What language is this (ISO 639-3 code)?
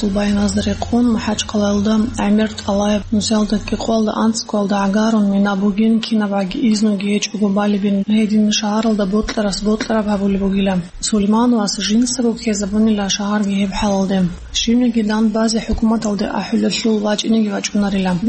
ava